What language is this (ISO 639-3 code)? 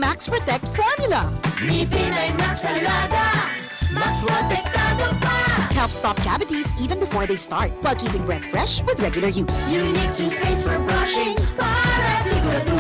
bik